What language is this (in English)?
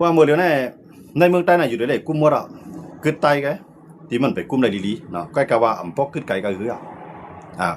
Shan